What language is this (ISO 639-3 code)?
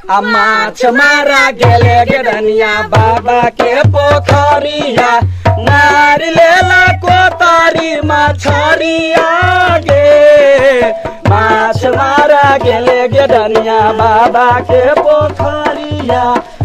mai